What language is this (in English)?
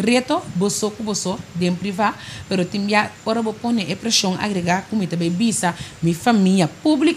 Papiamento